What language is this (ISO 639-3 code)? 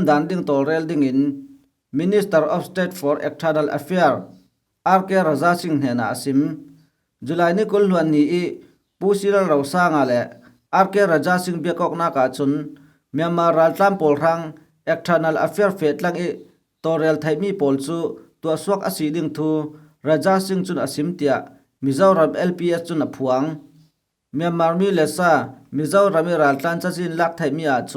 cfm